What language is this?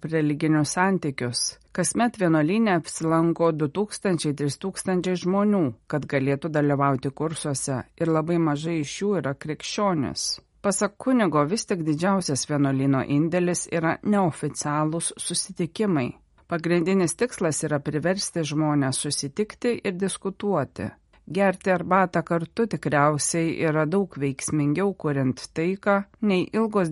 Lithuanian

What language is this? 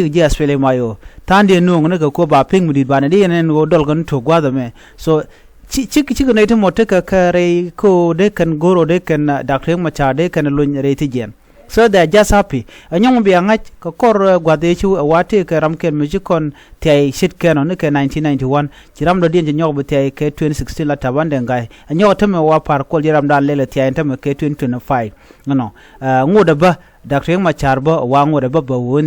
Nuer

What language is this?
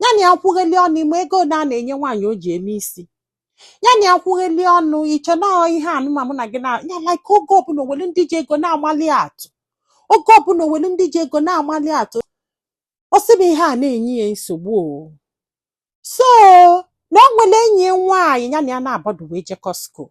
Igbo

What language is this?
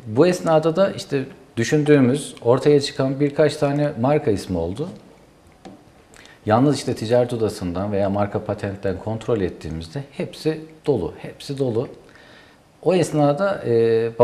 Turkish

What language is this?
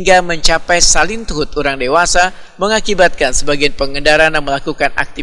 Banjar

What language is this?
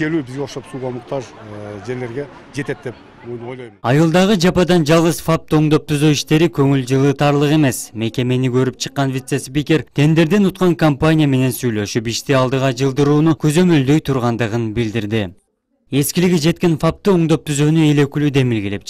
Kyrgyz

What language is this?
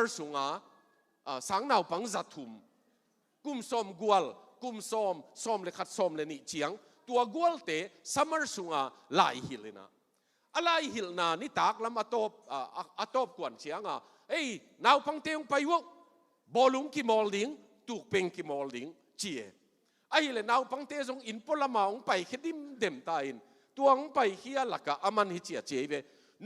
Tedim Chin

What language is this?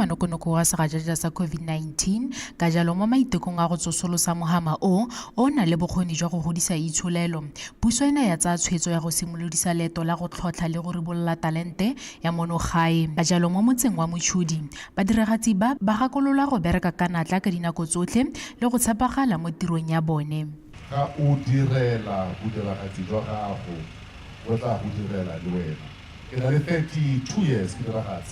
Tswana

